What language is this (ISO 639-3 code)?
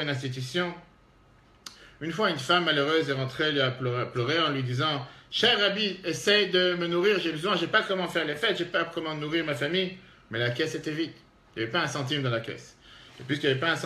fra